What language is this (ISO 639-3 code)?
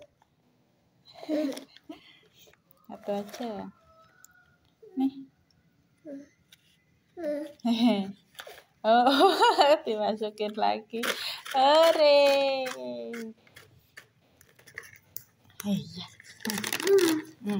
ind